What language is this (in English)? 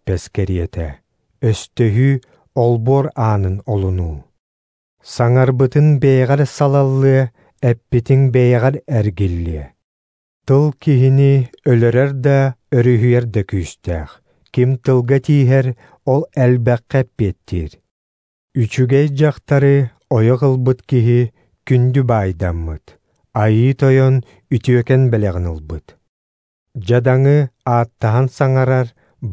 Yakut